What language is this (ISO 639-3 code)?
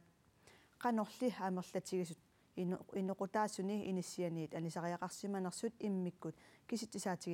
kal